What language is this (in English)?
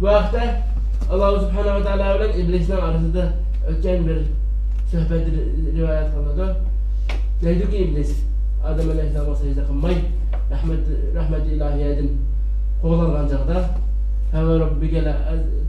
Uyghur